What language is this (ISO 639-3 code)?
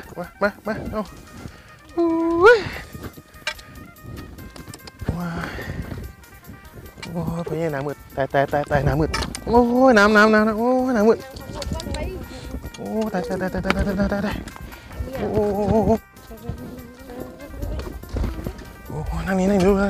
tha